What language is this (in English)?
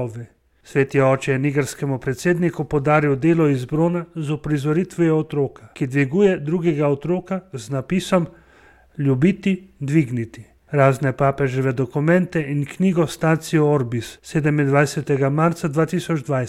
Slovenian